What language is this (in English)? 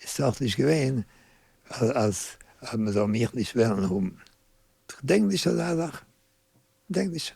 Yiddish